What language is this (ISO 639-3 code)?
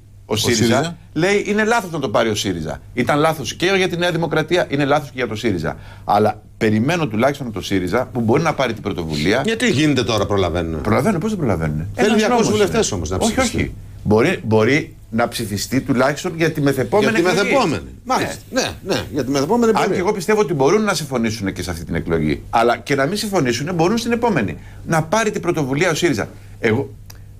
ell